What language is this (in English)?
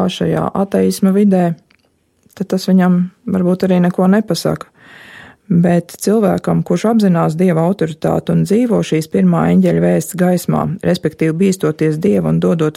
Latvian